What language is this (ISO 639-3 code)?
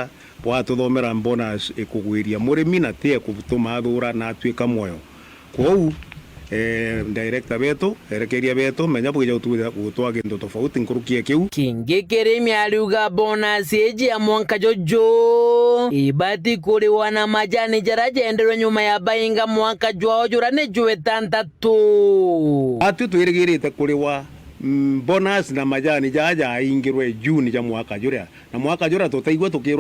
mer